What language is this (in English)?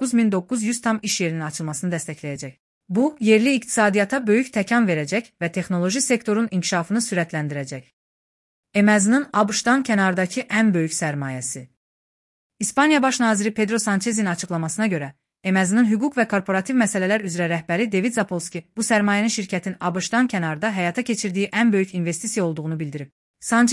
Azerbaijani